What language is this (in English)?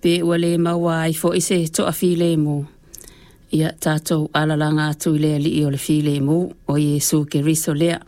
Samoan